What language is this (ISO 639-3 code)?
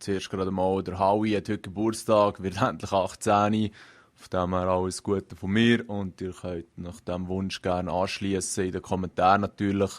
gsw